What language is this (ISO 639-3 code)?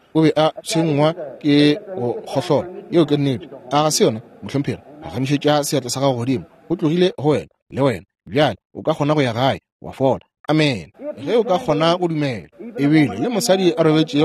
nso